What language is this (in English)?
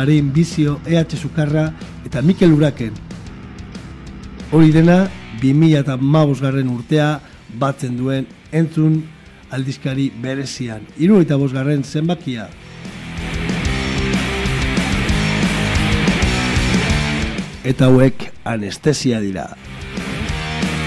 Basque